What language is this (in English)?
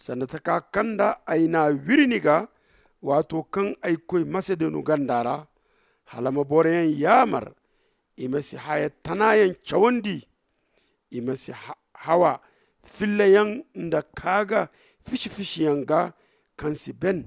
Zarma